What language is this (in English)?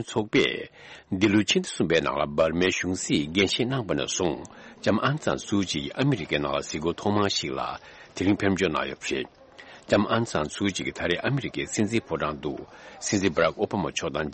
Tibetan